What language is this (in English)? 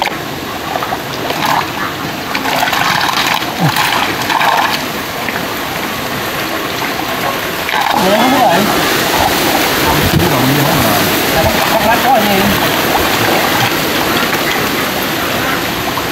Vietnamese